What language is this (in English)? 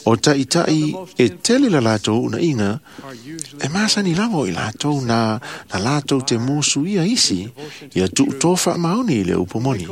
Samoan